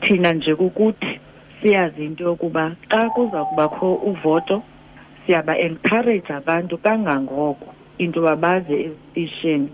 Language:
Xhosa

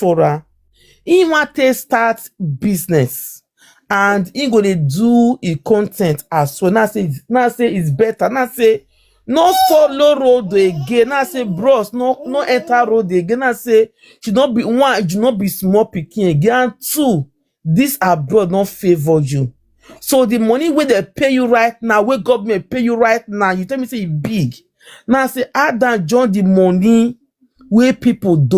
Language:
Nigerian Pidgin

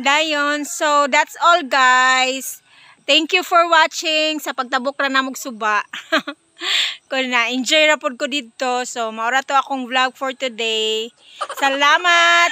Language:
Cebuano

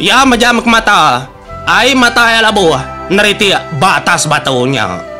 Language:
Iban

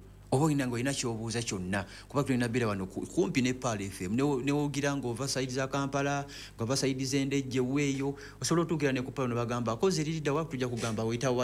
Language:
Ganda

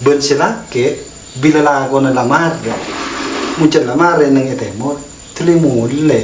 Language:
Madurese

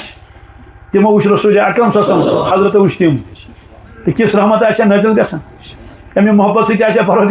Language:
Kashmiri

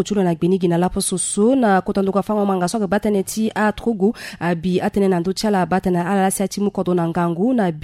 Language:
Sango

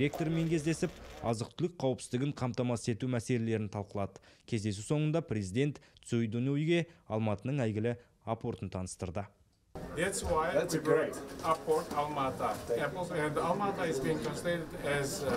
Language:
Kazakh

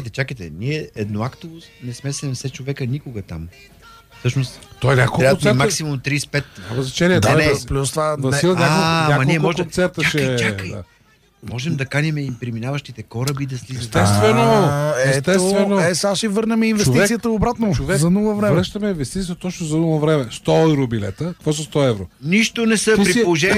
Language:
Bulgarian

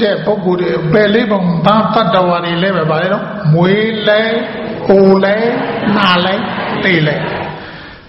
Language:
Burmese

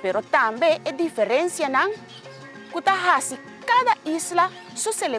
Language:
Papiamento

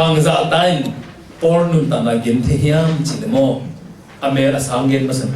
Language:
Tedim Chin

